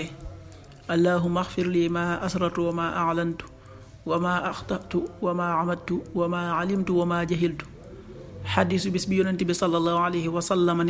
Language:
Wolof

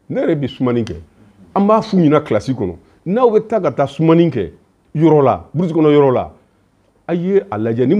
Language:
Bambara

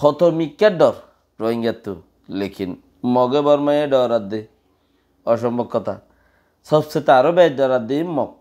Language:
Rohingya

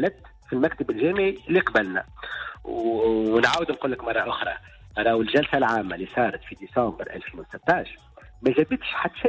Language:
Tunisian Arabic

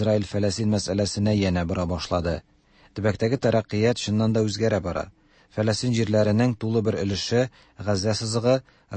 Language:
Tatar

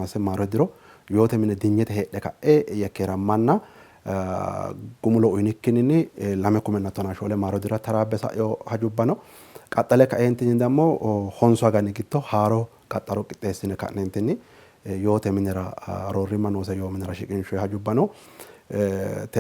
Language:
Sidamo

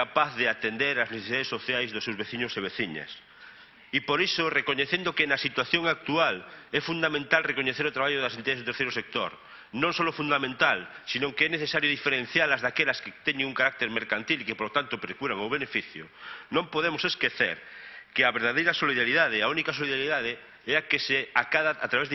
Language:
Galician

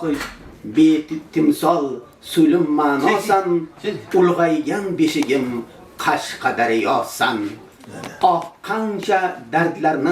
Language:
Uzbek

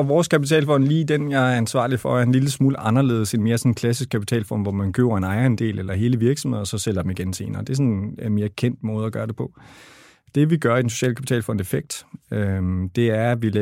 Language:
Danish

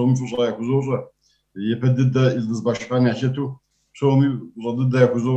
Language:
Kabardian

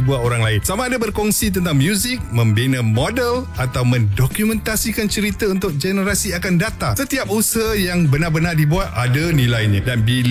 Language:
Malay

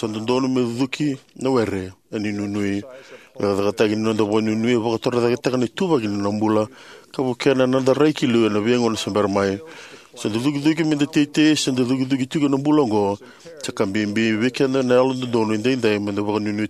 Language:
Fijian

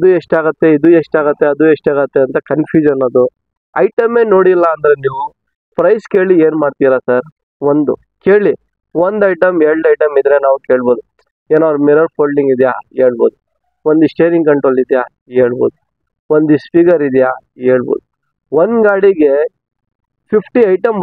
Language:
Kannada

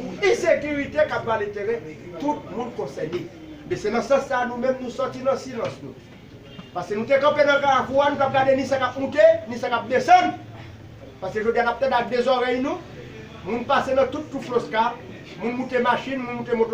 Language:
Haitian Creole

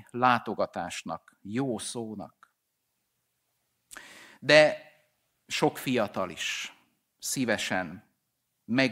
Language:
Hungarian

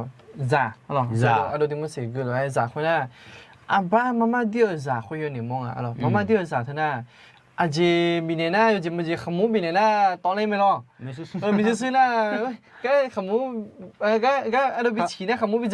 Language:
Akha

